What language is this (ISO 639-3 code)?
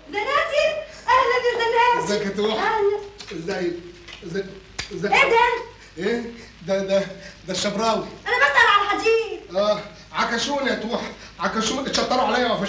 arz